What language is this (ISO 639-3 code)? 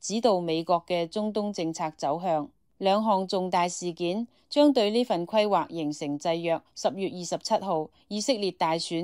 yue